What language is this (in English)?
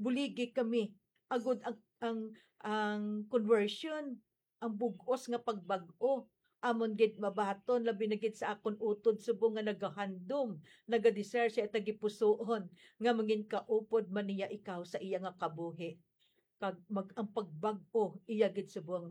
Hiligaynon